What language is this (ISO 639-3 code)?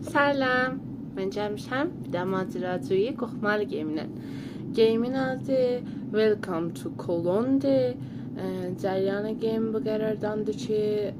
azb